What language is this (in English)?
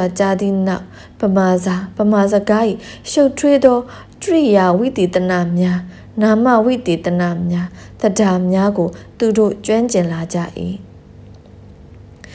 Burmese